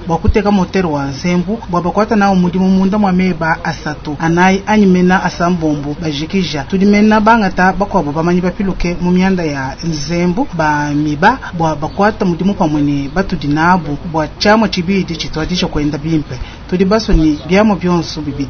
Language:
Luba-Lulua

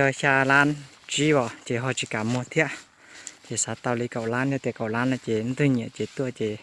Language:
Hmong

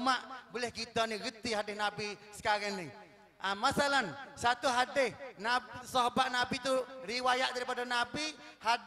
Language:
Malay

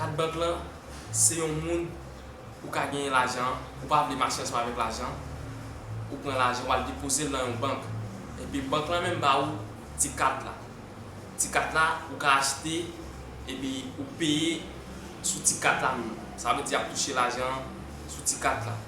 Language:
Haitian Creole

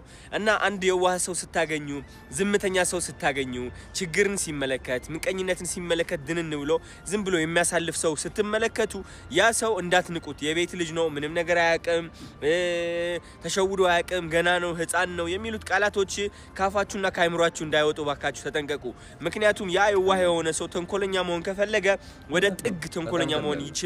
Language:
Amharic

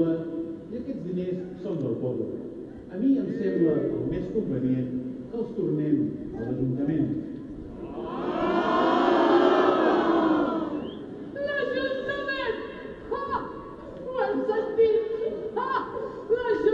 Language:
Catalan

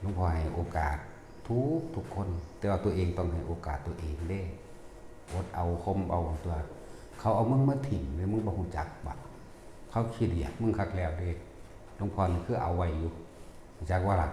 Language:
Northeastern Thai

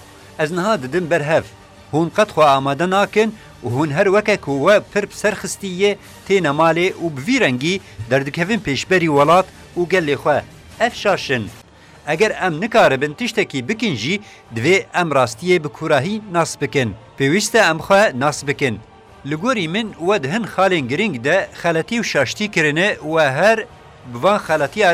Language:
Kurdish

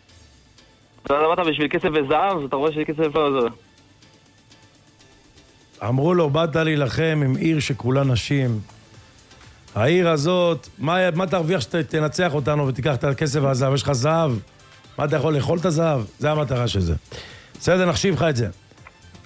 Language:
Hebrew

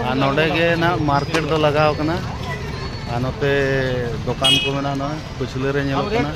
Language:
Santali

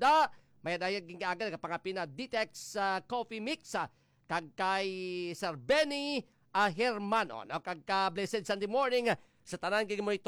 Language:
Hiligaynon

